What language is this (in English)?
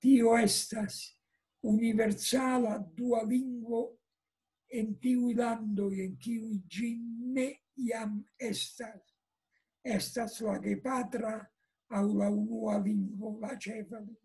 Esperanto